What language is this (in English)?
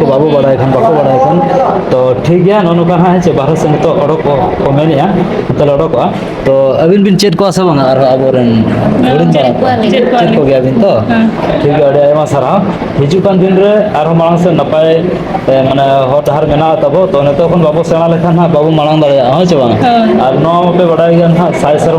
Santali